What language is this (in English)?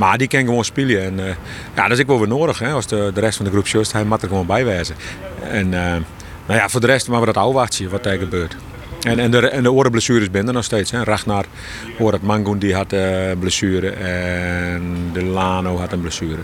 Western Frisian